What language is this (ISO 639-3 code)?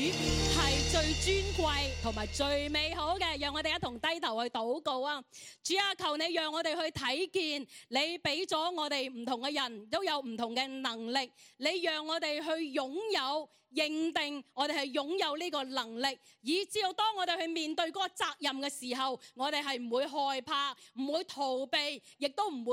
yue